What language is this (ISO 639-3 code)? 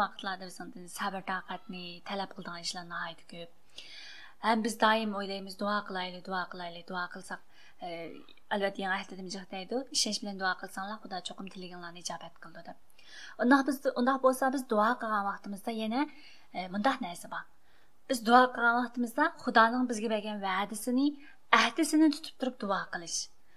uig